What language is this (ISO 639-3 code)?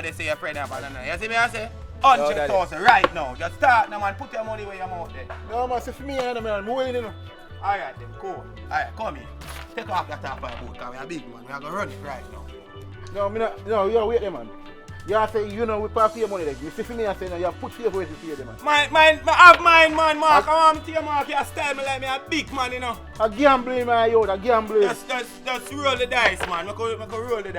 jam